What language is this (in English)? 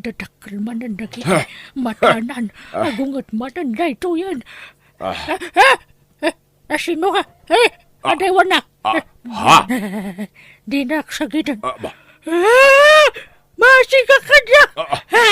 Iloko